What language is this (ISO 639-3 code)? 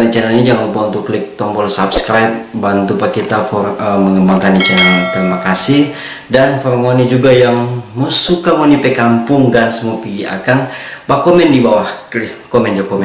xmm